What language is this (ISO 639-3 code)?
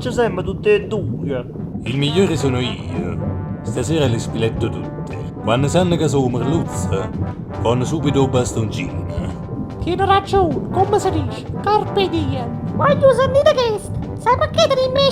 nap